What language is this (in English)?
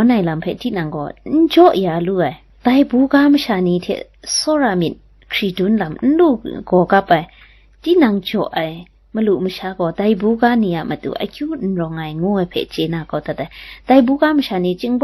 Kachin